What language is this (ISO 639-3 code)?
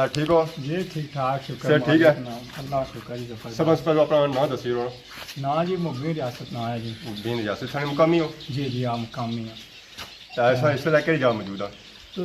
phr